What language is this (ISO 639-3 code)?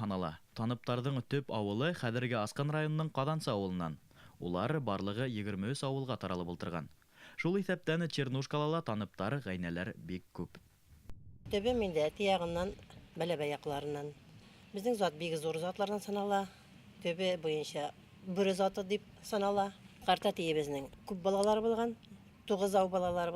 bak